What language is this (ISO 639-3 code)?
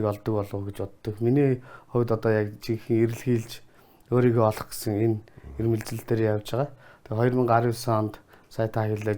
mon